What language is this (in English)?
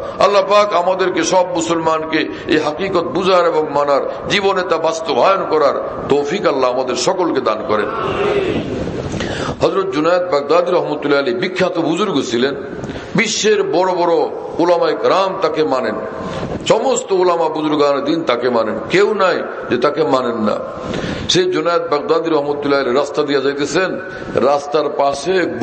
Bangla